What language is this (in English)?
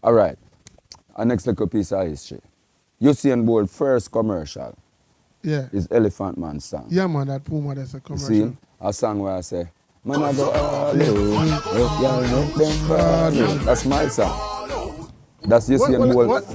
Jamaican Creole English